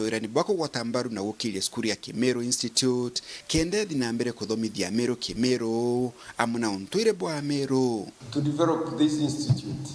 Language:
Meru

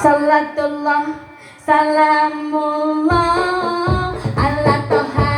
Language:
Sundanese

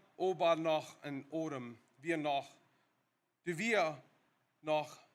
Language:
Plautdietsch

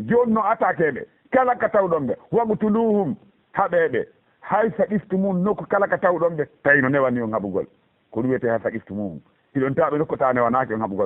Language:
Fula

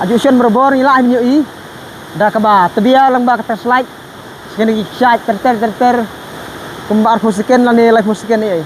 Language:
Khasi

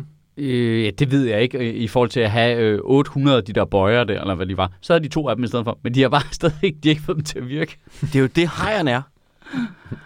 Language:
Danish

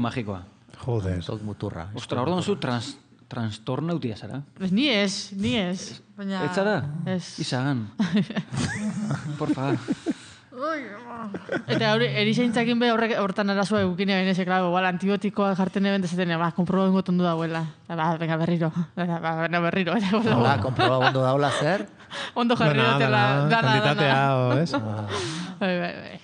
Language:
Basque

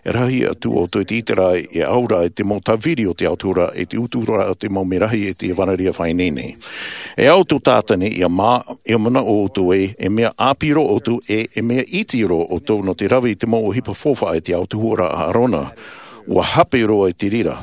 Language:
Tahitian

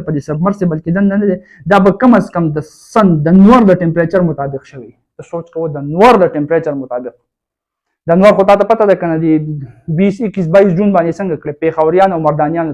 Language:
Pashto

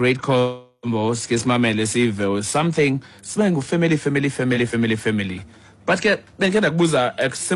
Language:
Xhosa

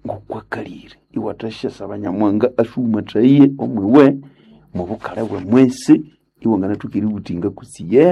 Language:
Nande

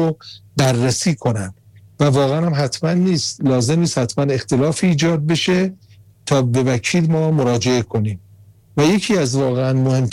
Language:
Persian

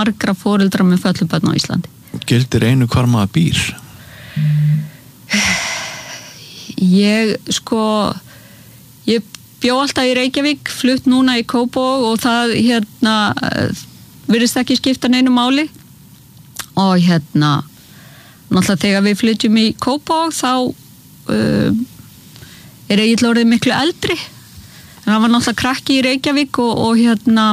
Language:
Icelandic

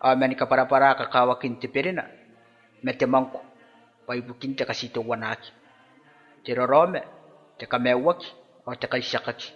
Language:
Gilbertese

